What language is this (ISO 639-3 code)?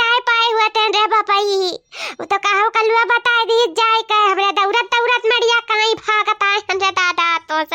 awa